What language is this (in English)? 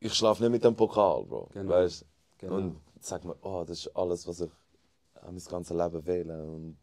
Swiss German